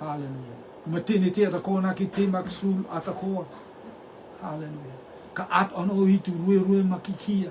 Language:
Rotuman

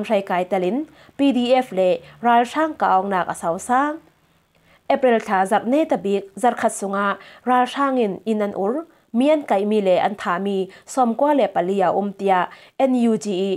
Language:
Falam Chin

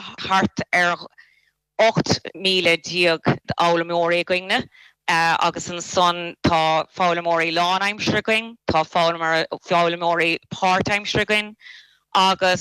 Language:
Irish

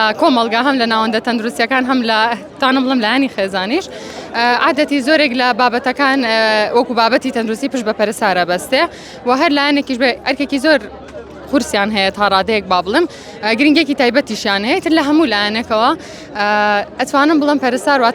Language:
Central Kurdish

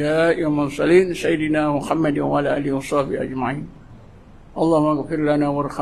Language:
Malay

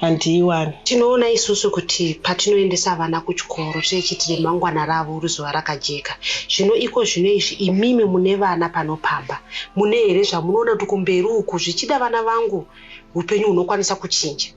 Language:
Shona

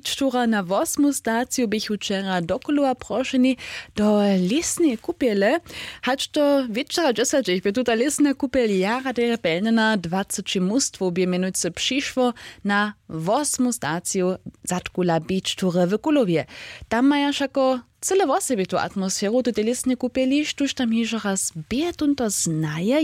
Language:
Upper Sorbian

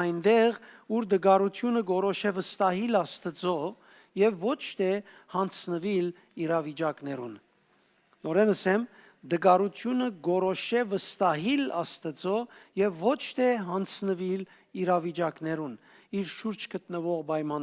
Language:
Western Armenian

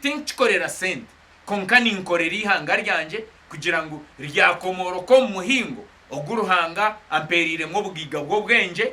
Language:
Nyankole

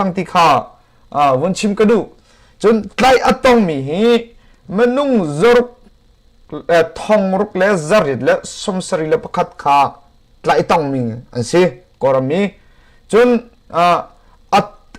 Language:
Hakha Chin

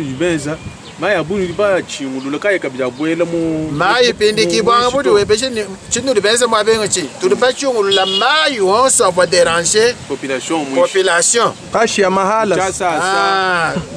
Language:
Luba-Lulua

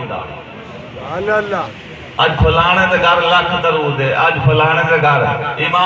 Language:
Saraiki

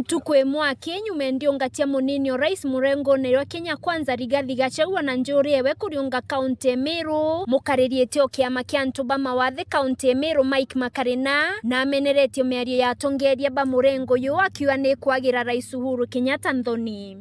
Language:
Meru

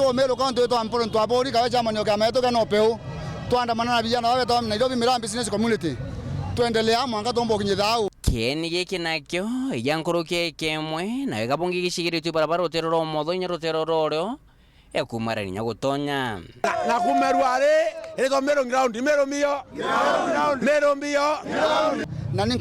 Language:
Meru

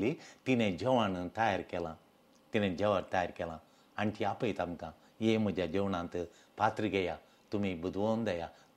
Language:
Konkani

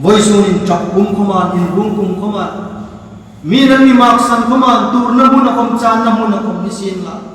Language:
Hmar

